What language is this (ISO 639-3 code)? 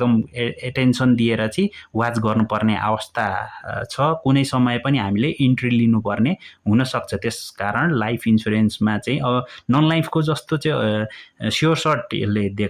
nep